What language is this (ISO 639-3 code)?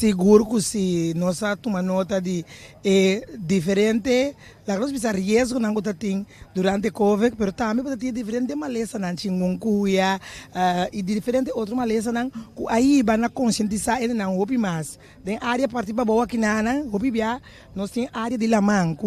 pap